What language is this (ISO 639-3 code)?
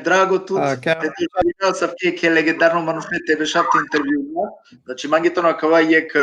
rmn